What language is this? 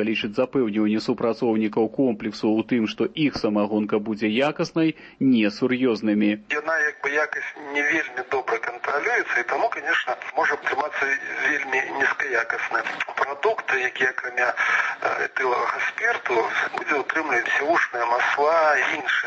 Belarusian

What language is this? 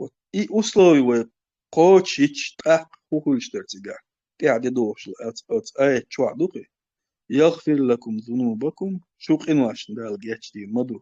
Chechen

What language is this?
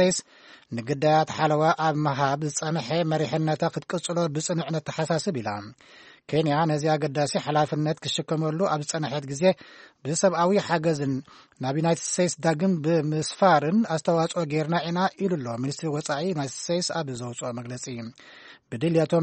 Tigrinya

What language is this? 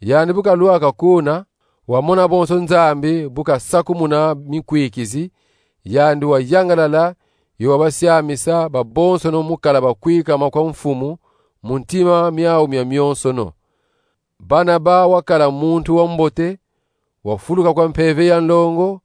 Kongo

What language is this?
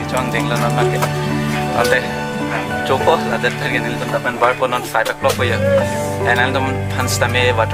Karbi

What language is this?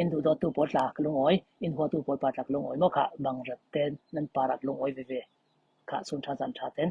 Falam Chin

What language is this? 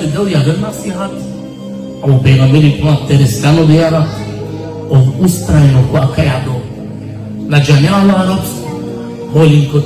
Balkan Romani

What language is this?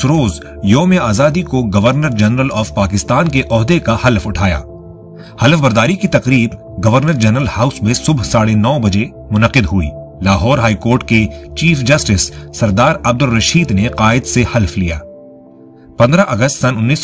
Urdu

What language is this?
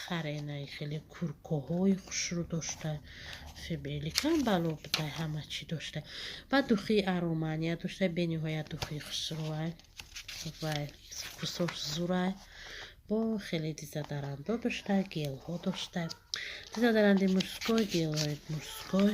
Tajik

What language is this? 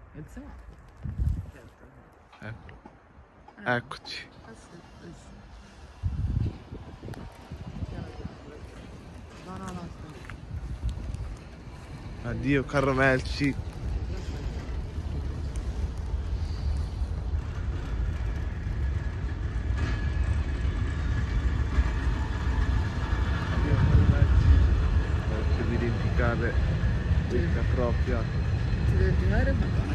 Italian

